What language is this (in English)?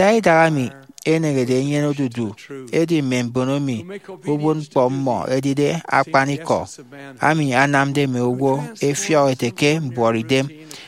Efik